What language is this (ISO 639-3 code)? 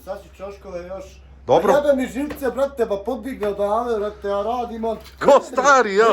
bos